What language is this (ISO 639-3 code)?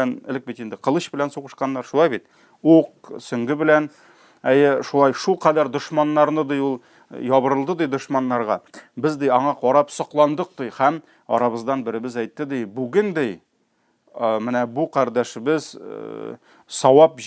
tat